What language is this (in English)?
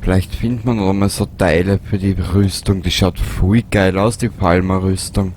Bavarian